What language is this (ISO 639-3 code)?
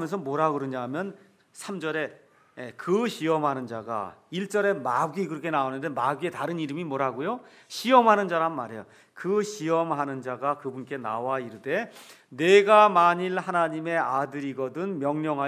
kor